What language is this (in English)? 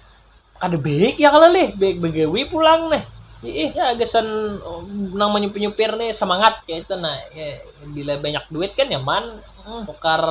Banjar